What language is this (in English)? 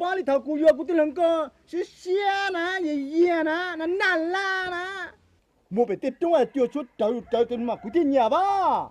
Hmong